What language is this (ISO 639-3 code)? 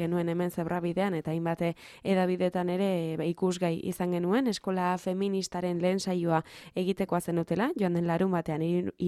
eus